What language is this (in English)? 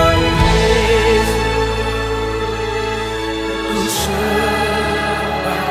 Indonesian